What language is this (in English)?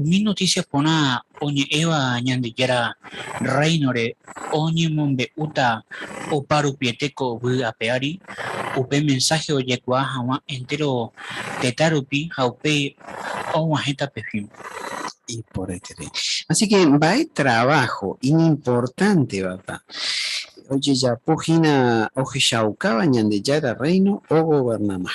Guarani